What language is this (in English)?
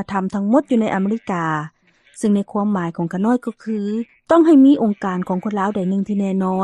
Lao